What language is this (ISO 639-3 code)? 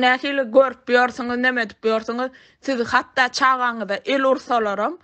tuk